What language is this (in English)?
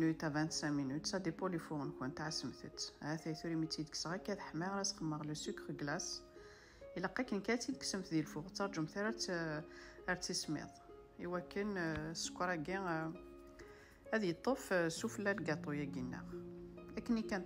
Kabyle